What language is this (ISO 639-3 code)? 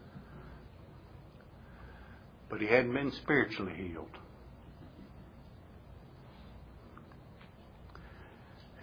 eng